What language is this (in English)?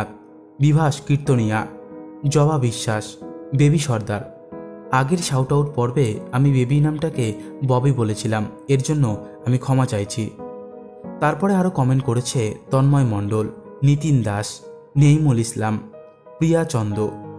Bangla